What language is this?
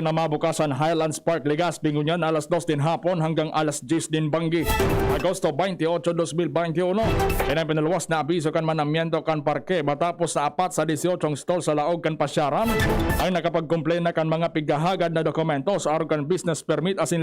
Bikol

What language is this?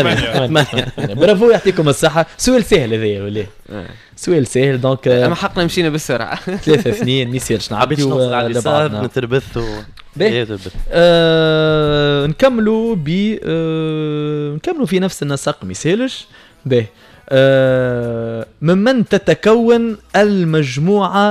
Tunisian Arabic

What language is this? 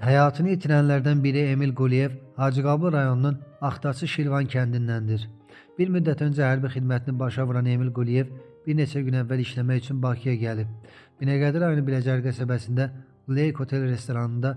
Azerbaijani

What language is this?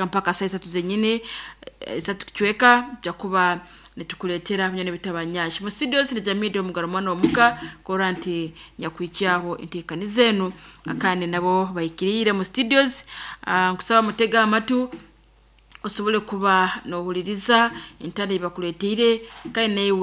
Nyankole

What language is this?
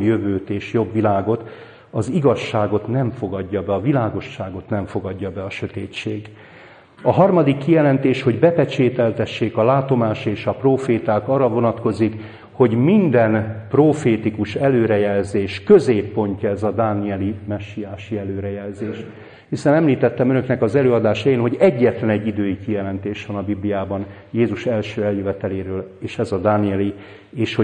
Hungarian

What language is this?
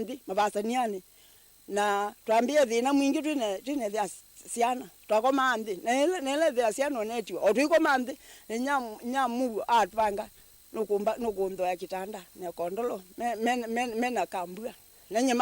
Kamba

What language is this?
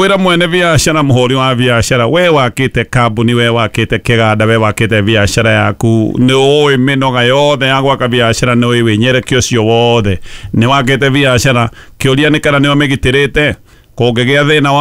Kikuyu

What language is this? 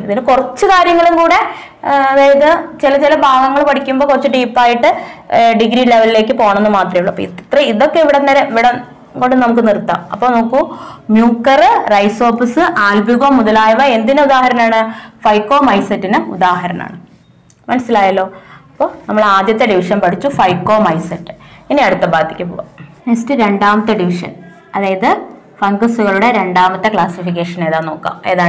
Malayalam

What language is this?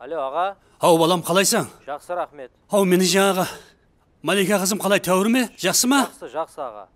Kara-Kalpak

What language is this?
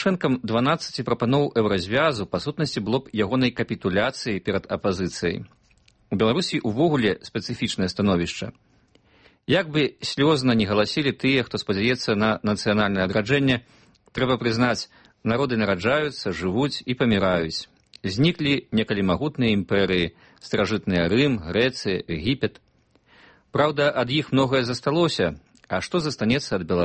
Belarusian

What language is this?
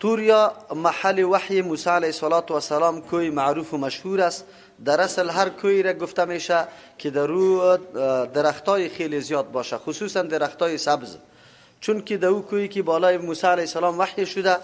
Persian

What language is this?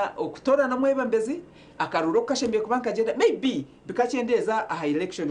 Nyankole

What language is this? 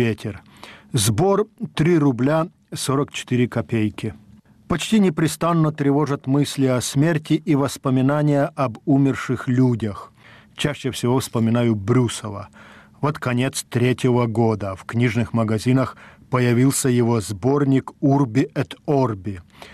Russian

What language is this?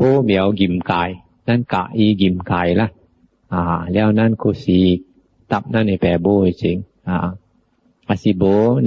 Min Nan Chinese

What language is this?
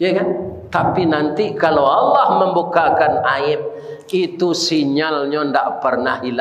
Minangkabau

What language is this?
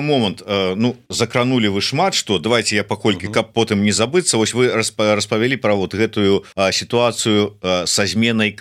Belarusian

